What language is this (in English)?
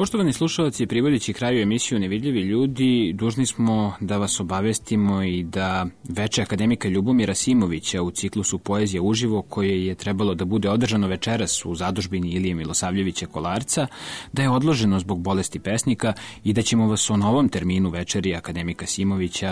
Serbian